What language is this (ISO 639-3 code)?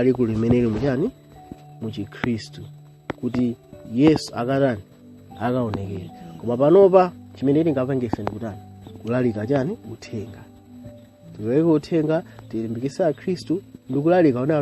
nya